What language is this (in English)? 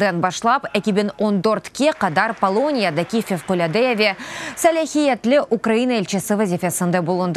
Crimean Tatar